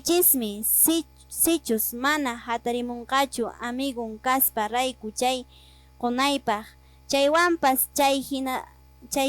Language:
Quechua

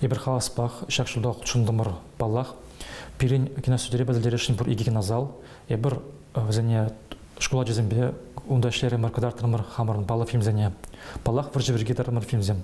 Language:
Chuvash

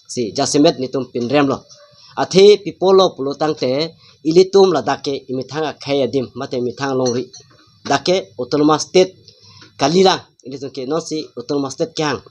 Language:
Karbi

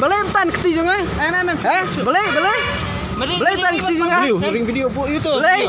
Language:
Khasi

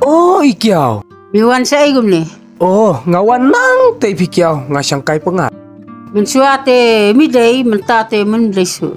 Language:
Khasi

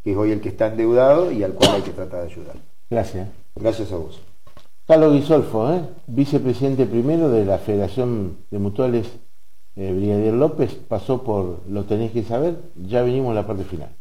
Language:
Spanish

